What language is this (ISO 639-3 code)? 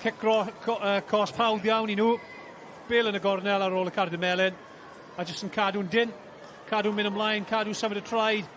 cym